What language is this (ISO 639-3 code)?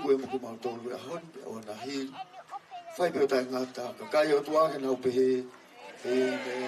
ton